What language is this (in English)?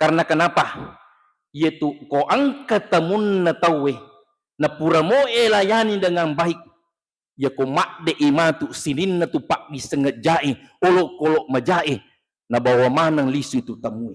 Buginese